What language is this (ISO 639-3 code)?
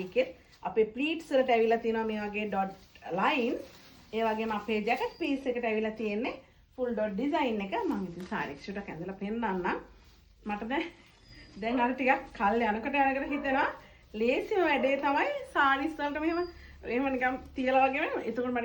sin